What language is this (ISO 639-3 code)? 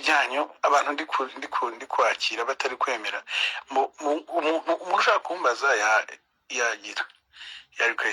kin